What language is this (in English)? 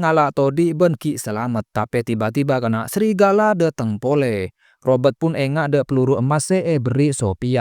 Madurese